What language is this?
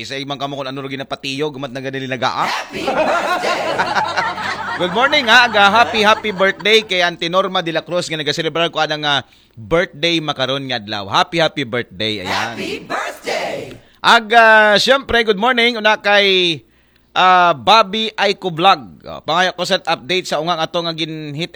Aklanon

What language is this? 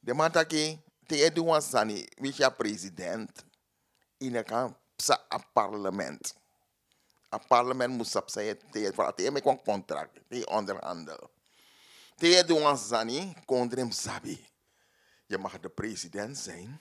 Sranan Tongo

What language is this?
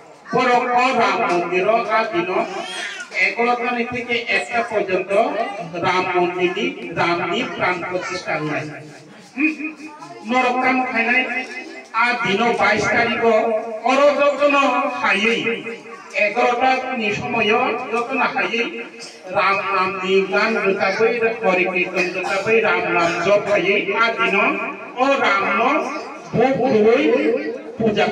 Riang (India)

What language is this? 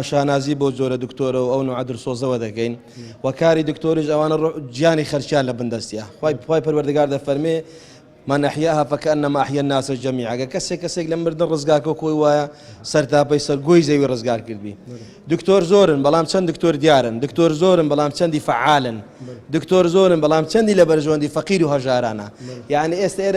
Central Kurdish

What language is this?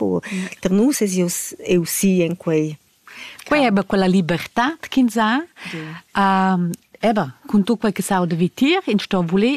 Romansh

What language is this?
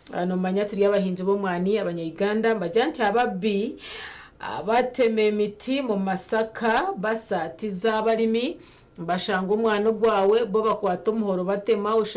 Nyankole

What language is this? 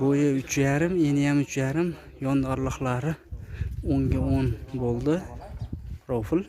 Uzbek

